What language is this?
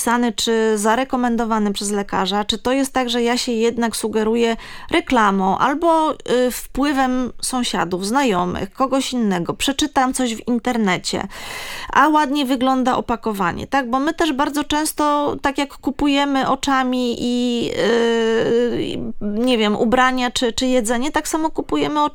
Polish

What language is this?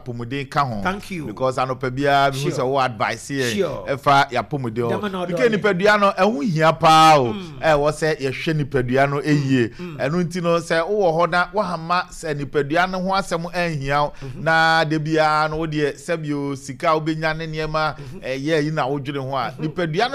Akan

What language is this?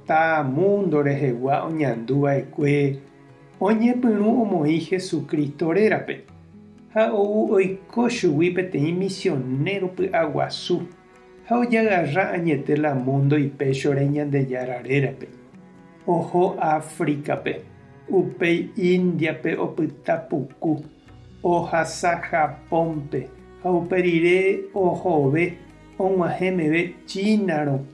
Guarani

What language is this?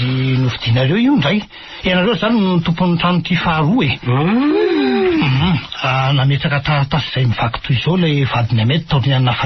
Malagasy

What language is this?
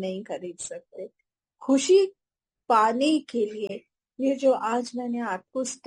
Hindi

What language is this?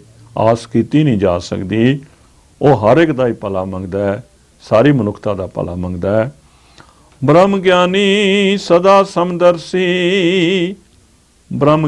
Punjabi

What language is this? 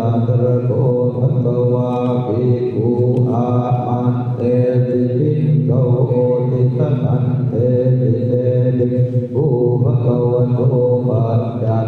Pali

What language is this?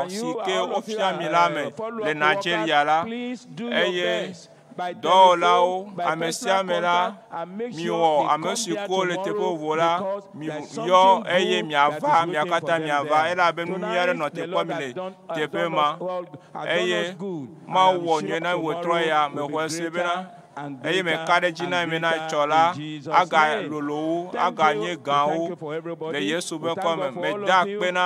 Ewe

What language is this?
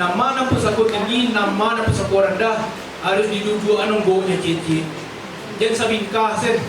Minangkabau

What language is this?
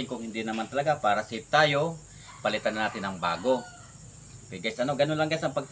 Filipino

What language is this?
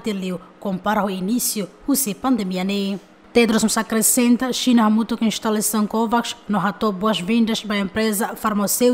Tetum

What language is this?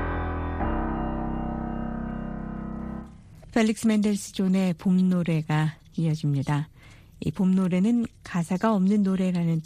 Korean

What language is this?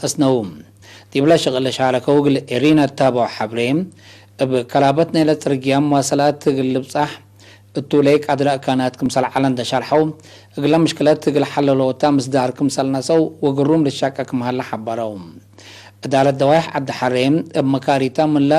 Tigre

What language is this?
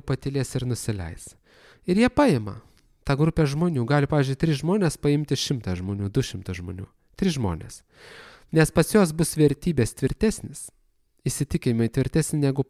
Lithuanian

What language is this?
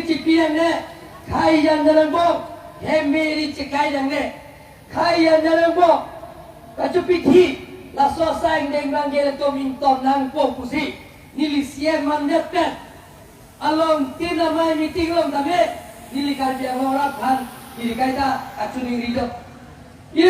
Karbi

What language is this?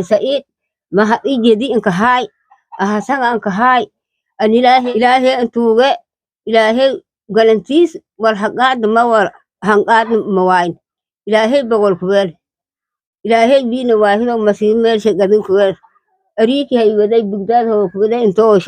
Somali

